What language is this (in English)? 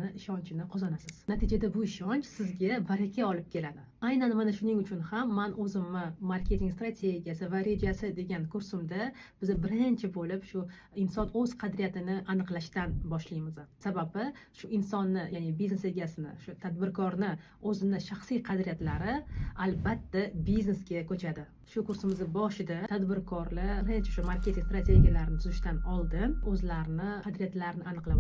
Uzbek